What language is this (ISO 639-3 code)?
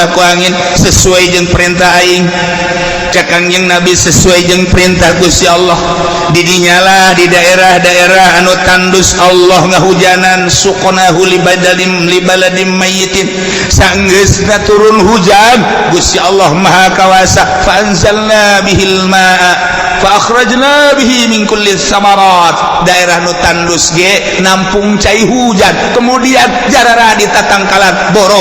sun